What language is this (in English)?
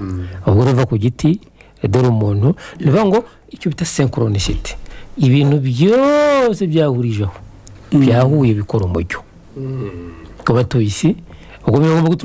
Kinyarwanda